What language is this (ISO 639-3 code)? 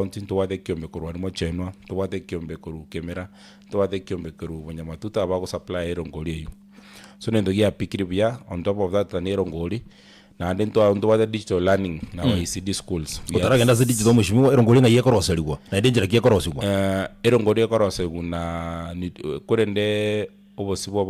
guz